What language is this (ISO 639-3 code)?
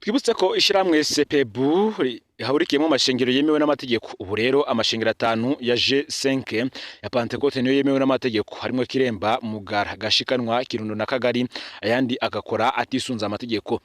run